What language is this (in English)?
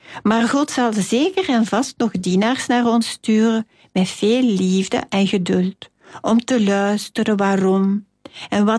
Dutch